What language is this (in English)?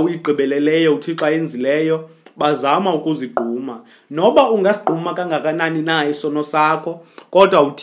Xhosa